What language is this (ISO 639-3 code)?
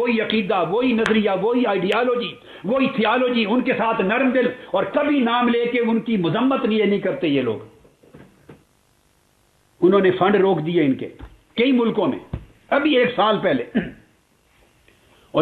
urd